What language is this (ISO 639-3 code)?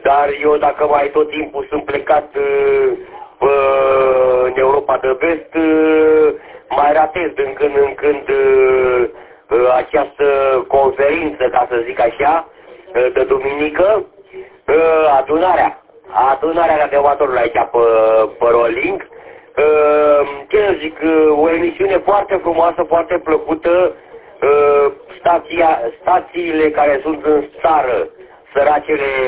ron